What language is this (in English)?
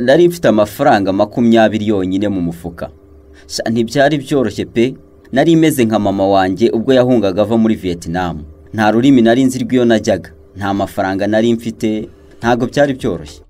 Kinyarwanda